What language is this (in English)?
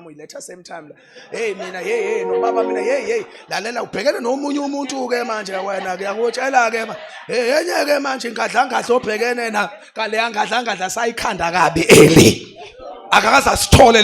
Zulu